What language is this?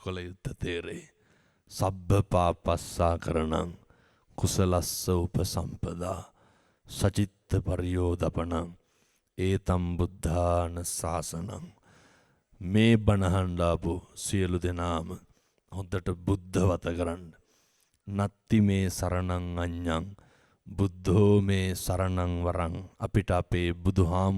Sinhala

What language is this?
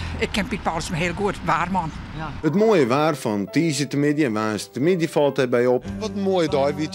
Western Frisian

